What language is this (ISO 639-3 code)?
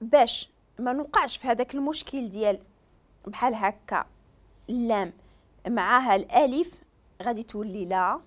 ary